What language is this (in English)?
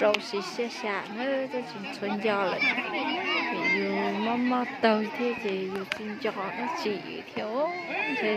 Hmong